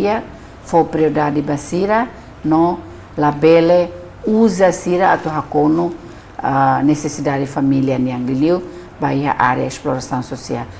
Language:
Tetum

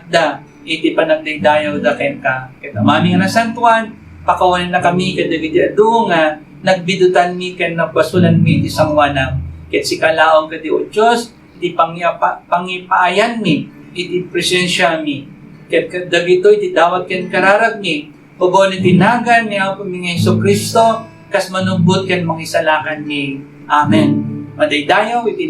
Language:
Iloko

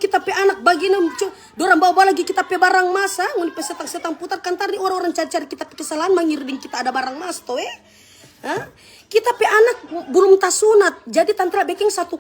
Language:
Manado Malay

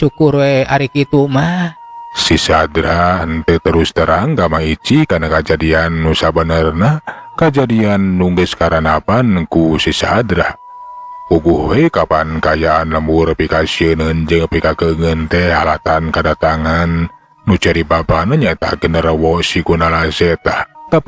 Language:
Sundanese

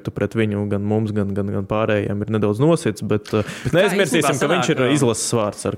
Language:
Latvian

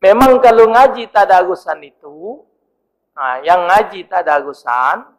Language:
Musi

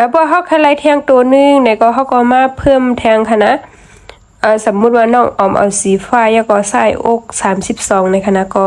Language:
Shan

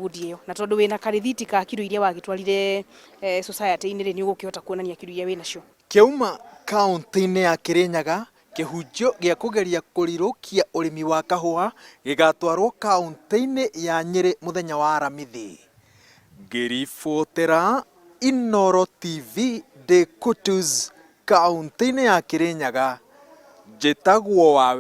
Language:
Kikuyu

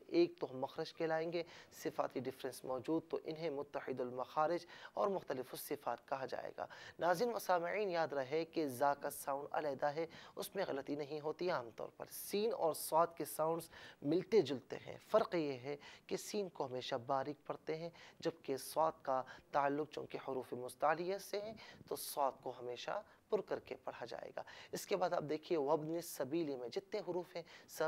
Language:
Urdu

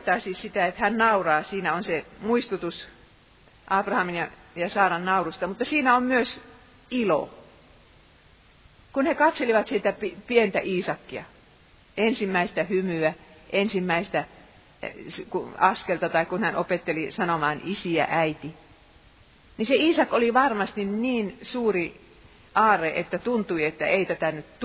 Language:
Finnish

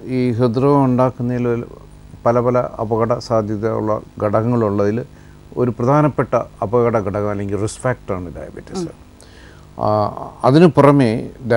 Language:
Malayalam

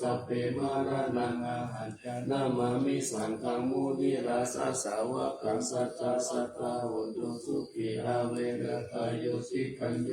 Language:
Pali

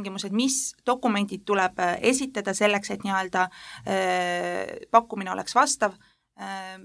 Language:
Estonian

